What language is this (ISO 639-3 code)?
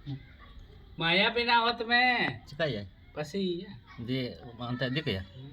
sat